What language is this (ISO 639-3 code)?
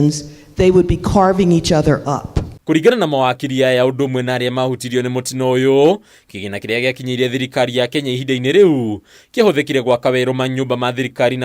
kik